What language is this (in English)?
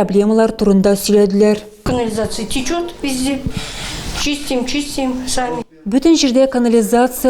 Tatar